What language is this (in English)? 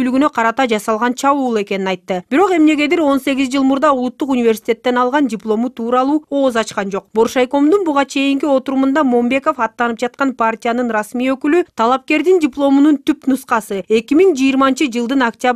Kyrgyz